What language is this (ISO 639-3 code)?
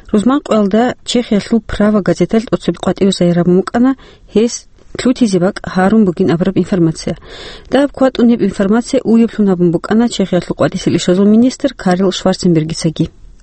ava